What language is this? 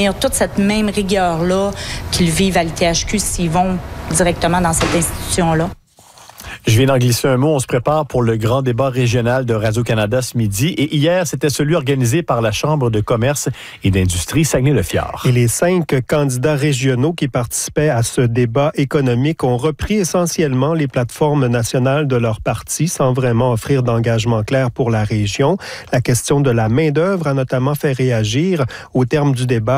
French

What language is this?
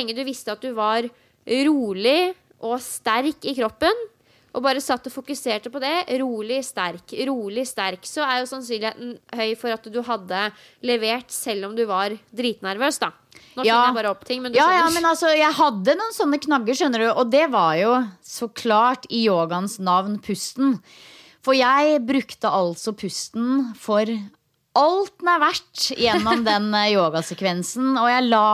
Norwegian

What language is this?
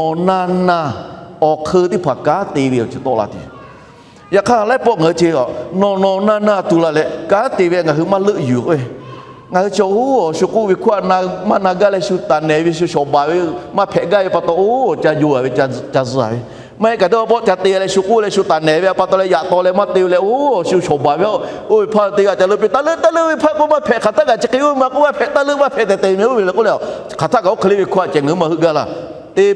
Lahu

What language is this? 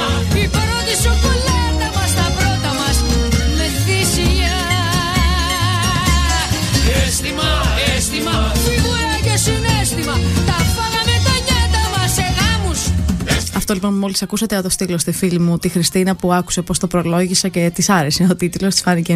Greek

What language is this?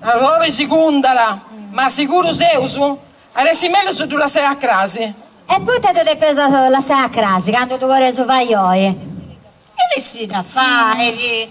Sardinian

